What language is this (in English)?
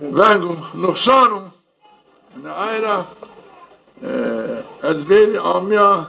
Zaza